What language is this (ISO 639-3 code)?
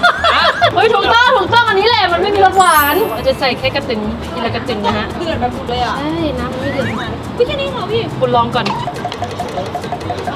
tha